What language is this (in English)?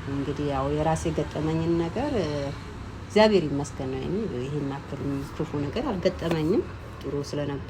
Amharic